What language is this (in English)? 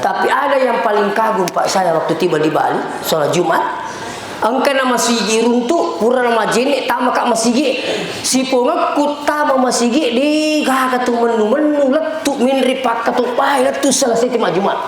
Buginese